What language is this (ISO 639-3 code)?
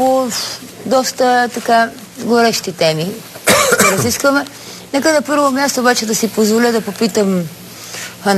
bul